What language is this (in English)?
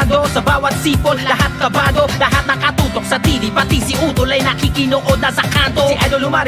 Filipino